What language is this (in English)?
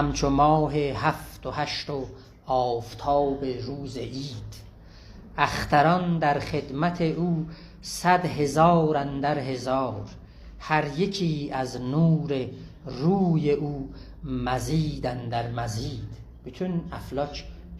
South Azerbaijani